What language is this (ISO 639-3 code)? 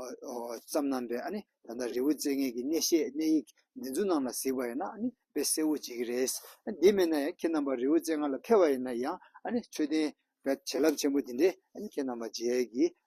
bod